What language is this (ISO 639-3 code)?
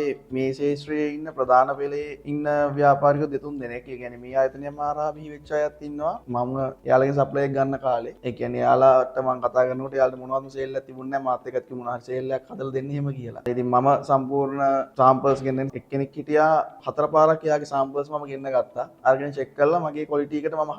sin